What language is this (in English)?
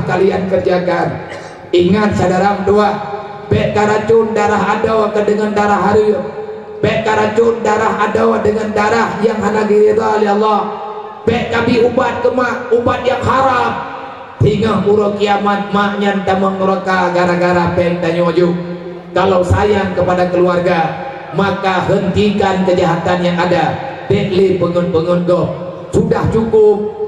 Achinese